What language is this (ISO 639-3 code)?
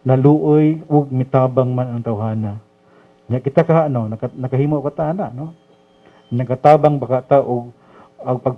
ceb